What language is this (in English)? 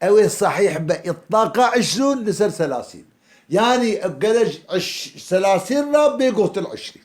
Kurdish